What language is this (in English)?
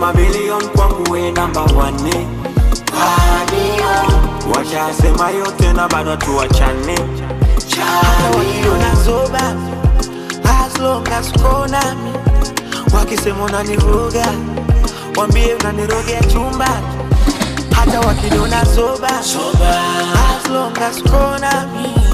Swahili